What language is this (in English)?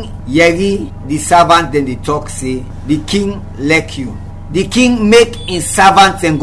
Krio